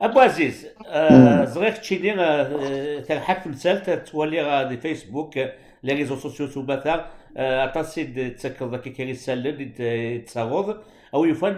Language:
Kabyle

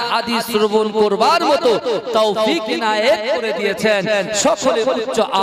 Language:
Bangla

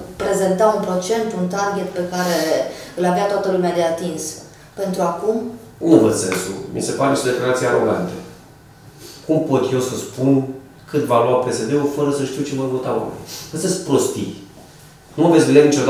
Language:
Romanian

